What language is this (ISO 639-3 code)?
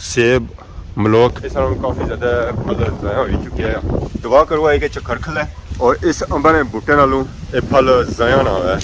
phr